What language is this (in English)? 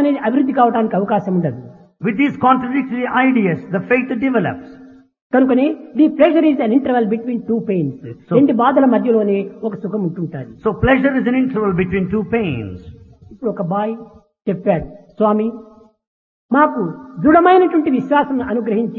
Telugu